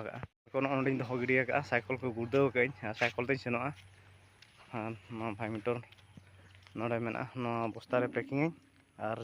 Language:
Santali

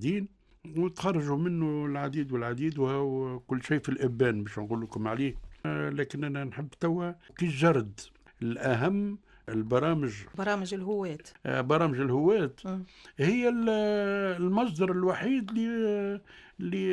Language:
Tunisian Arabic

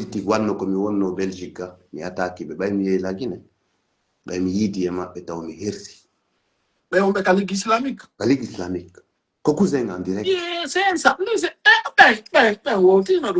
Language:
Fula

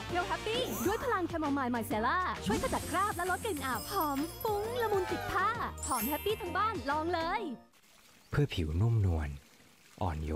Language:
Thai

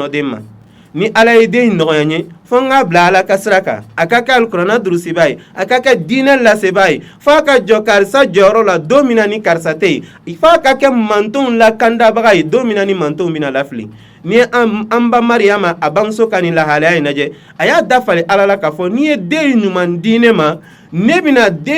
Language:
Bambara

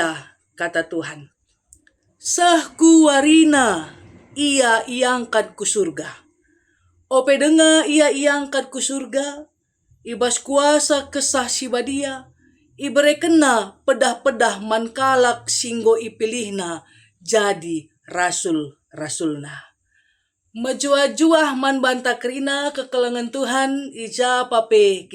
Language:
Batak Karo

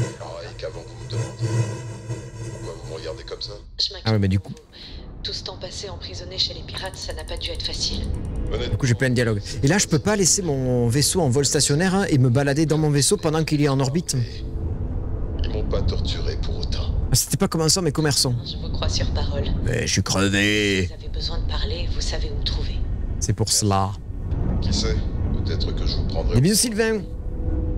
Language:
French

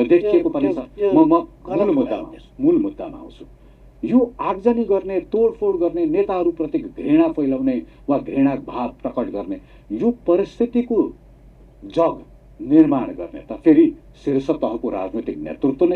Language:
Nepali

